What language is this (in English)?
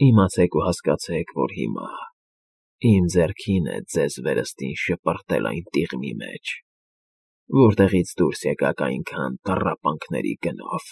Armenian